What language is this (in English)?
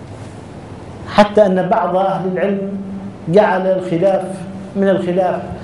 Arabic